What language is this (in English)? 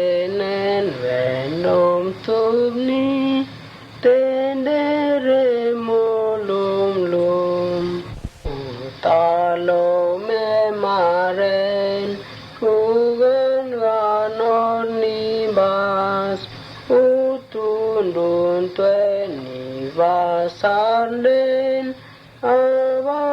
Mota